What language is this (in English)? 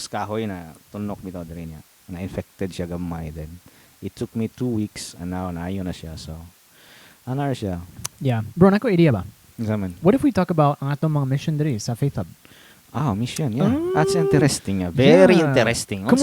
Cebuano